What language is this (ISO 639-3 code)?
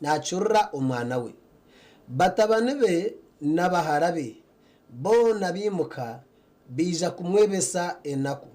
nyn